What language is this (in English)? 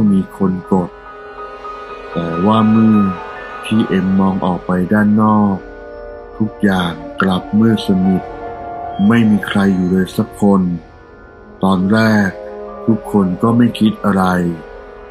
Thai